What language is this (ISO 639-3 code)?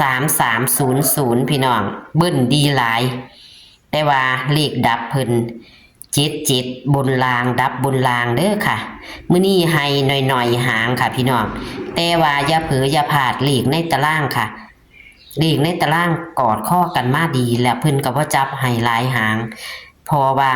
tts